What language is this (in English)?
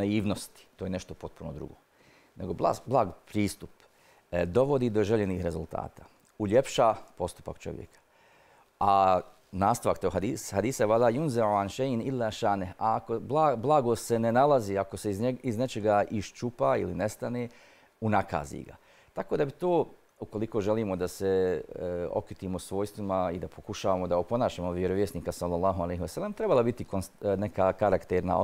Bosnian